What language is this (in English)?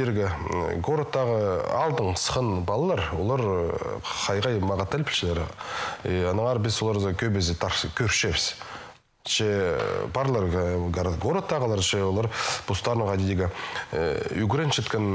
Khakas